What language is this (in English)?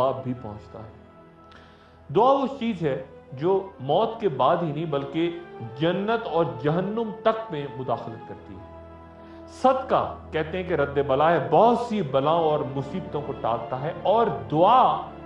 Urdu